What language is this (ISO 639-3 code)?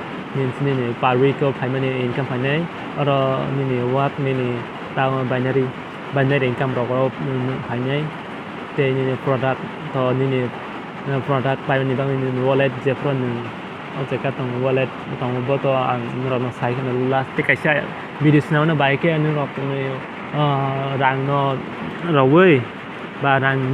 trp